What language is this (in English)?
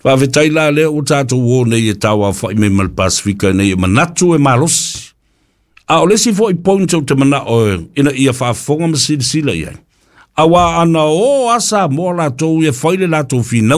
Samoan